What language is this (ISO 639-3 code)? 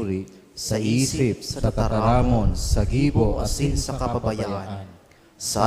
bik